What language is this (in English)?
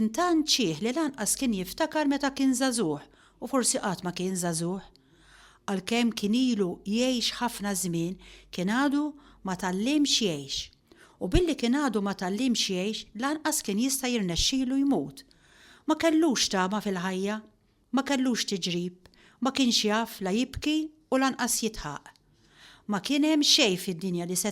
Maltese